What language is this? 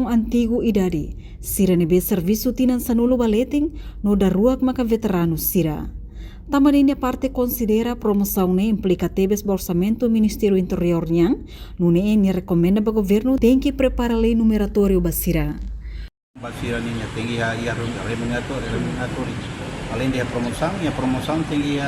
Tetum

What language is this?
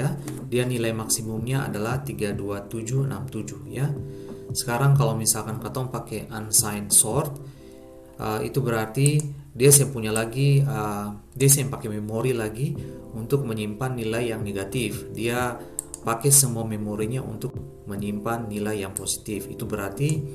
Ambonese Malay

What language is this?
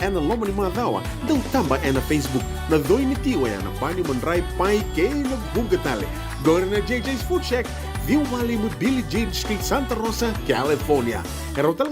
Fijian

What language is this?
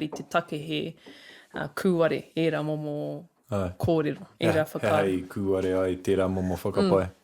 Māori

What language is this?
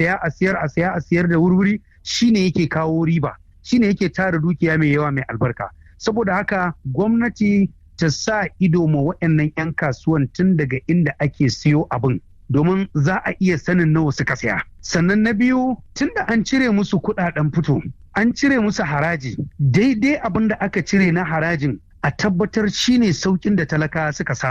Hausa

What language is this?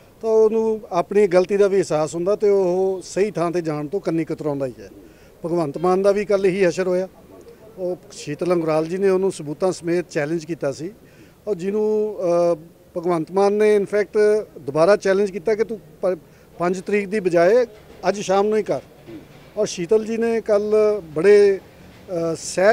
Punjabi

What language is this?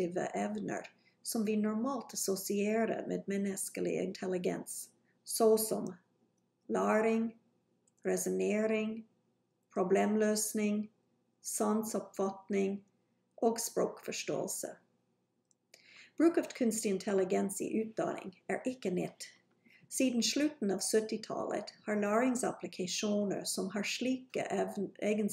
Norwegian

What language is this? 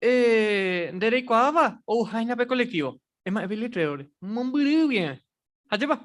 Guarani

